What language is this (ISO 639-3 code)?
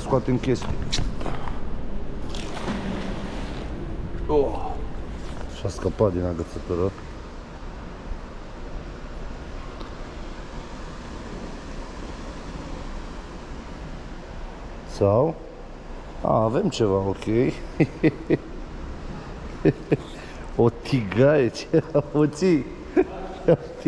ron